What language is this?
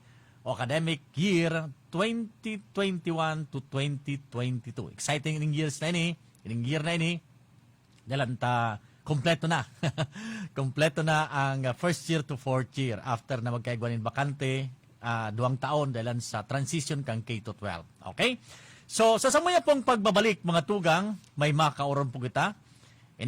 Bikol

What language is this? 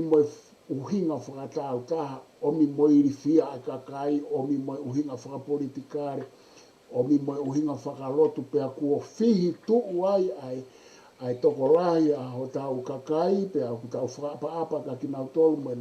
Tongan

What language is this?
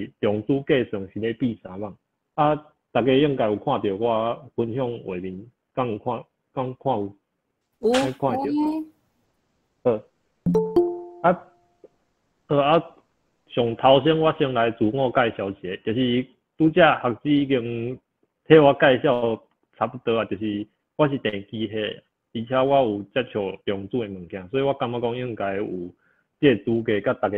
Min Nan Chinese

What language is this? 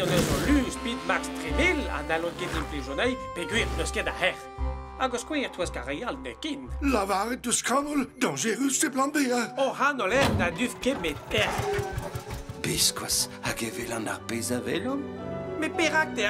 Breton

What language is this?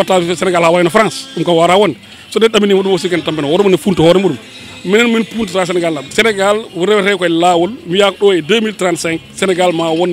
Fula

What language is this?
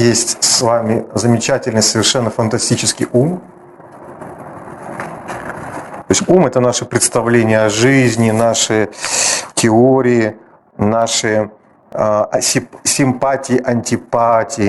Russian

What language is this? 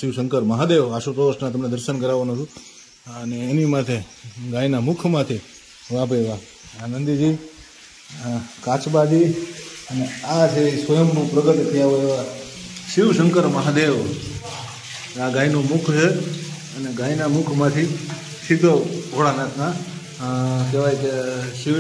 Gujarati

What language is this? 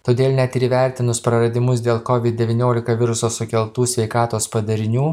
Lithuanian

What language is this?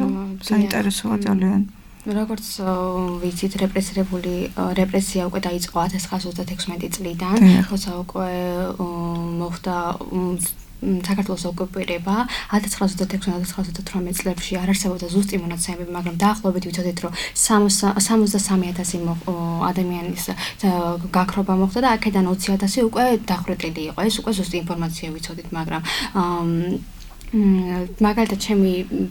Georgian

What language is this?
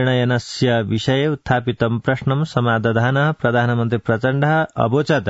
Sanskrit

